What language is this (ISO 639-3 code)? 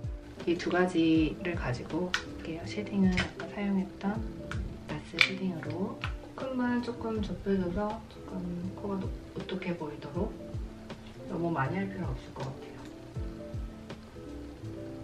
kor